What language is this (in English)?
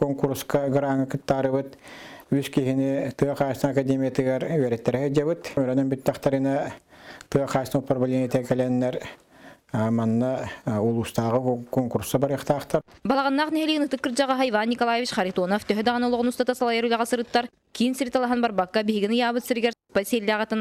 Yakut